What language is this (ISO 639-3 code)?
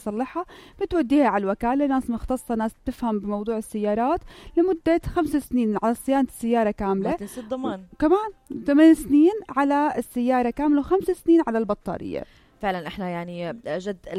apc